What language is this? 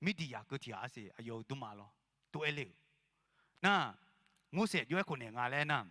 Akha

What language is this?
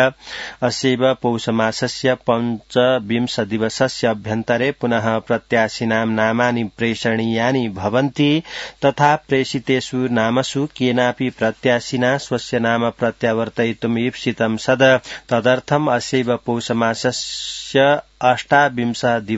Sanskrit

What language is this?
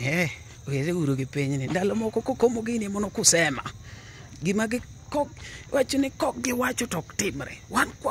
Luo (Kenya and Tanzania)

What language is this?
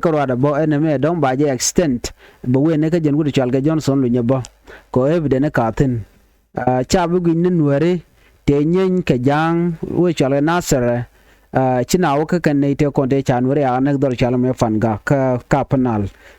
Nuer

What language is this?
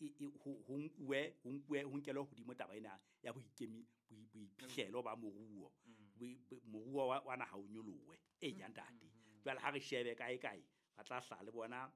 Southern Sotho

